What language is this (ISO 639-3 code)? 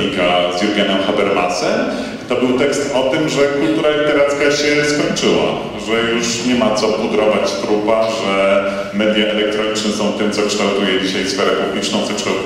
pol